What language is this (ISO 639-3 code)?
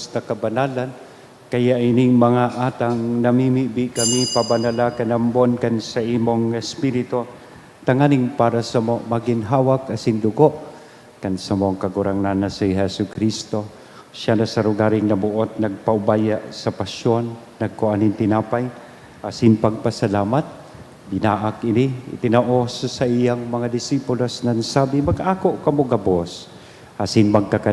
bik